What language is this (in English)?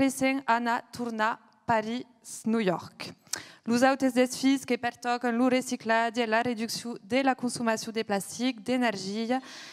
Occitan